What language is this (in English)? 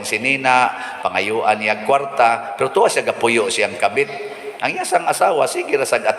Cebuano